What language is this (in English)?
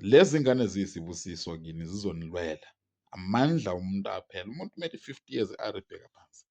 Zulu